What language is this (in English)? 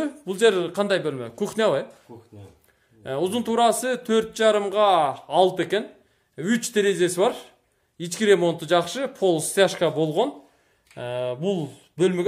Kyrgyz